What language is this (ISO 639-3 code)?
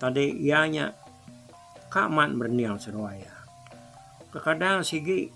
iba